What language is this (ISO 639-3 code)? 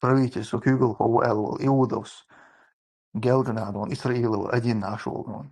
che